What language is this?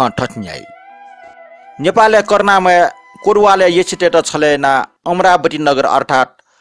Newari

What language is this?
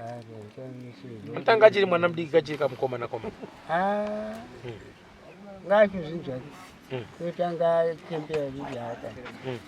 Shona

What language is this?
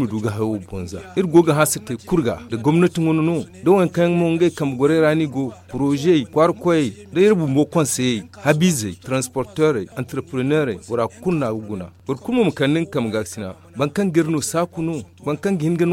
Zarma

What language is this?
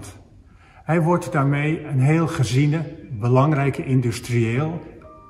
Dutch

